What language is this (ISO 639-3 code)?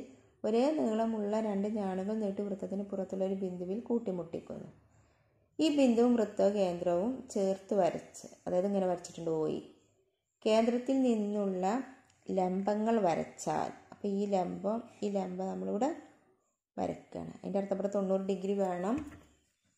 mal